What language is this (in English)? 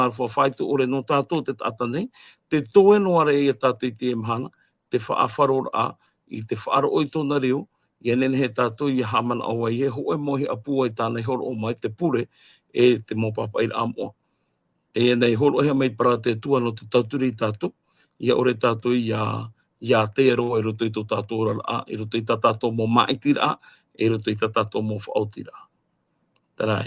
Tahitian